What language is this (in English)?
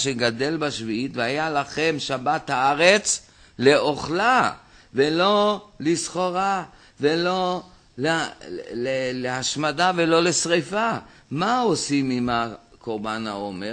Hebrew